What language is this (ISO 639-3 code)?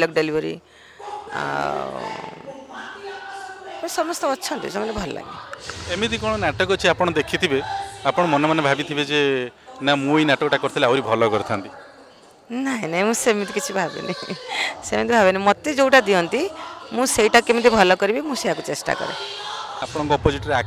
ori